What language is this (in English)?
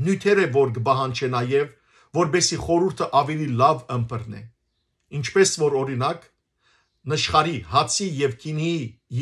Western Armenian